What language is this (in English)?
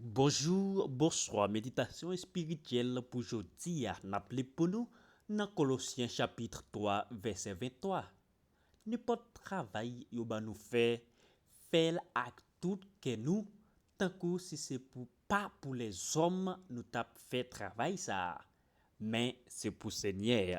Haitian Creole